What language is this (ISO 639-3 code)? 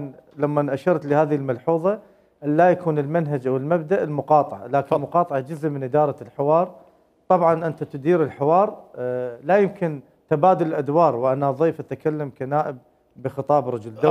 acm